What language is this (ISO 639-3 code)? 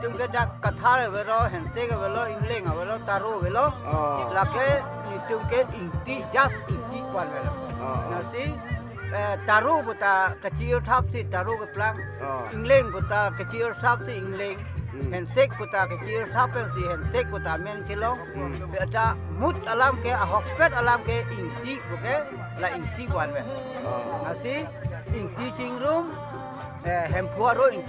mjw